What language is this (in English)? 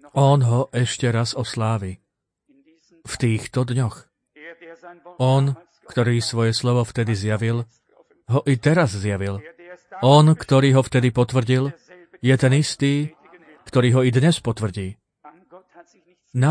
Slovak